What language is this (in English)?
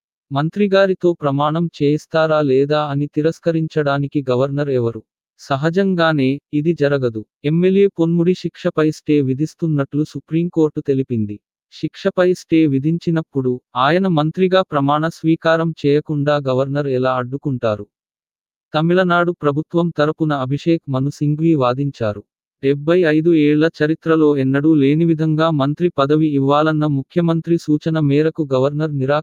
Telugu